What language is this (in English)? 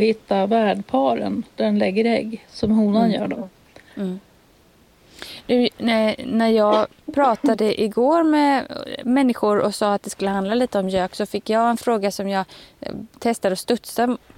Swedish